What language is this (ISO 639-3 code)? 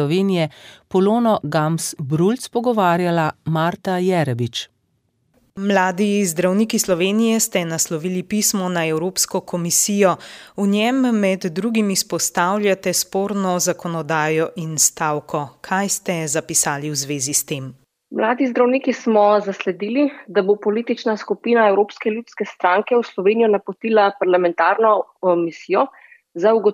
slv